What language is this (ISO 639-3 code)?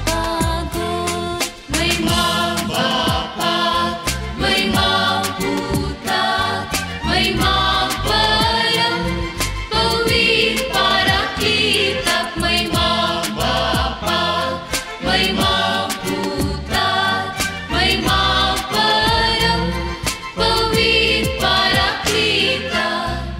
kok